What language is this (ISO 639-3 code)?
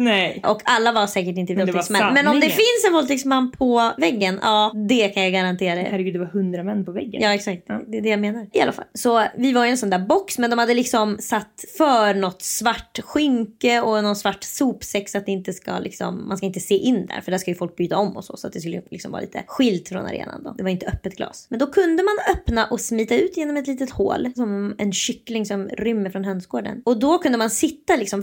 swe